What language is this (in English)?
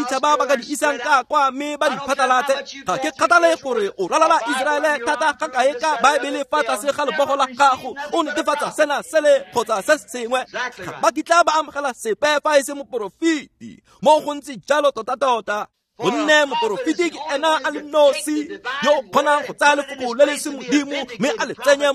Tswana